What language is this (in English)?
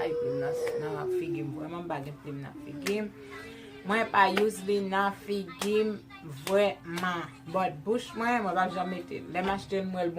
Haitian Creole